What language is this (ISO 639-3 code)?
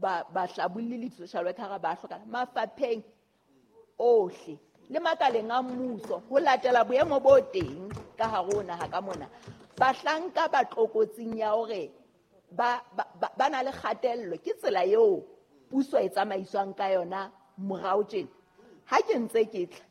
sot